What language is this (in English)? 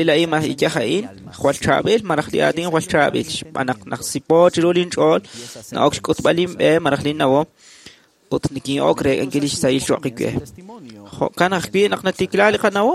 Kekchí